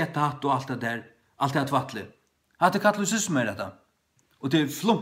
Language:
Faroese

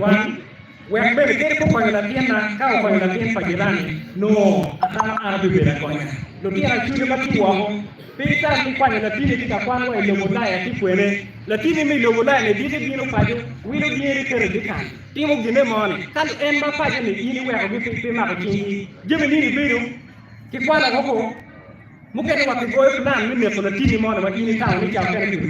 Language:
Acoli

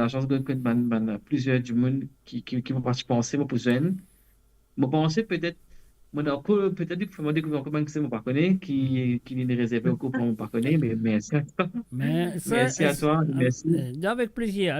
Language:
Morisyen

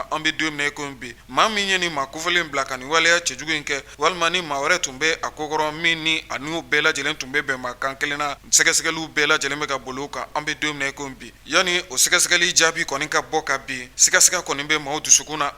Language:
Bambara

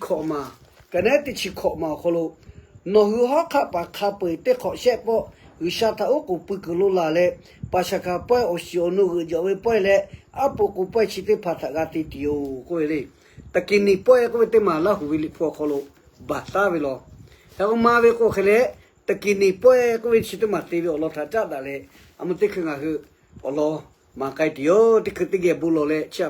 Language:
Lahu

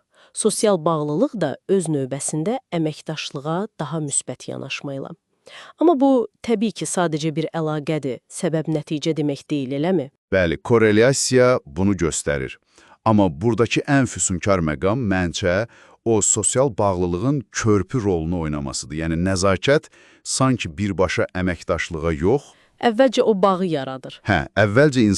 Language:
Azerbaijani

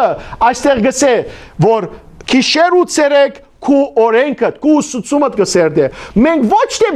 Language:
Western Armenian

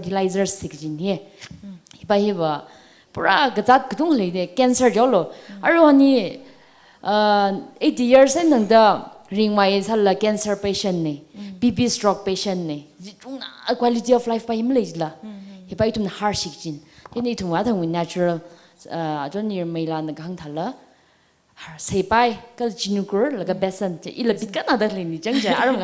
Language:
Tangkhul Naga (India)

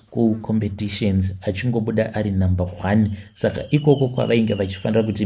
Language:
Shona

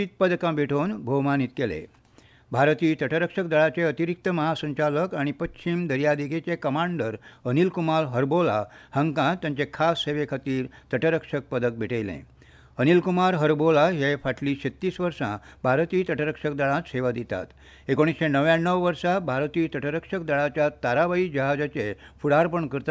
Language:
Konkani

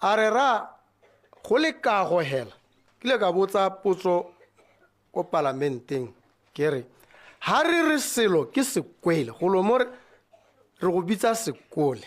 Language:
Tswana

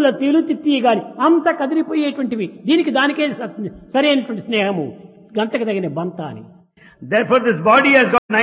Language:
Telugu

